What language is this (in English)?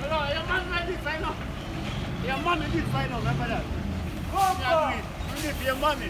Jamaican Creole English